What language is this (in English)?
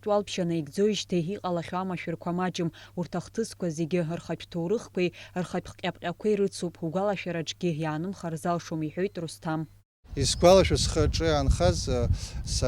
Abkhazian